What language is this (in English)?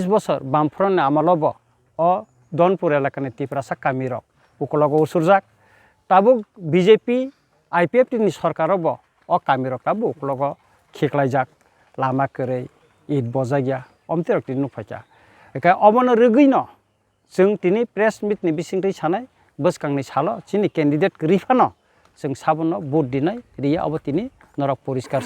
Kok Borok